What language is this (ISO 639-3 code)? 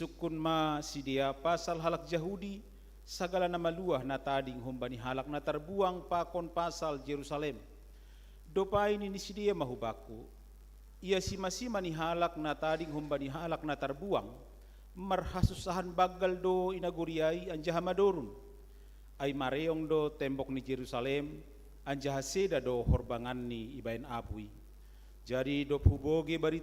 bts